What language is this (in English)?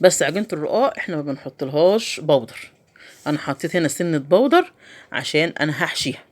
Egyptian Arabic